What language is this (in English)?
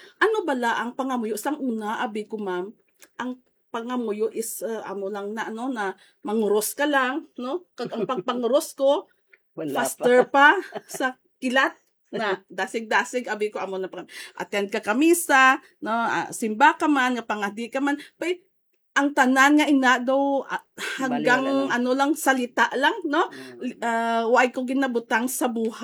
Hiligaynon